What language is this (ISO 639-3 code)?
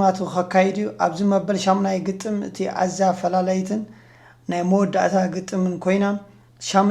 tir